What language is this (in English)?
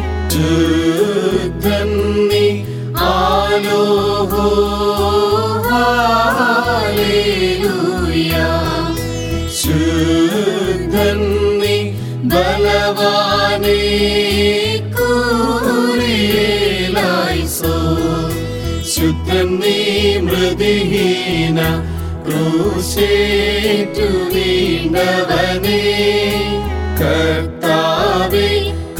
Malayalam